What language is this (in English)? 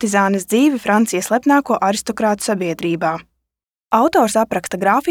Latvian